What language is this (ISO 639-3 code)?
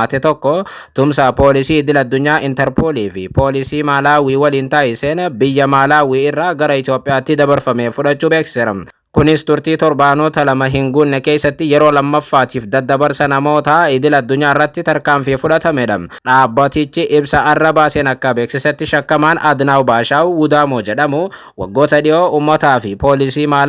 orm